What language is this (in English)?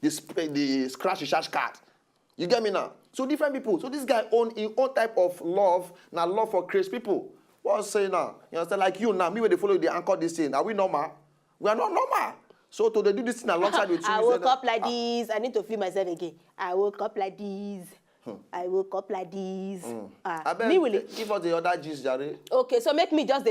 Nigerian Pidgin